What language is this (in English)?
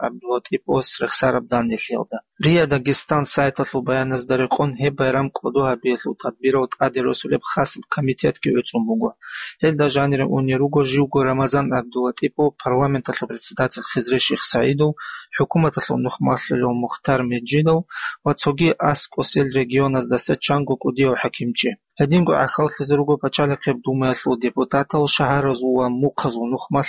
Avaric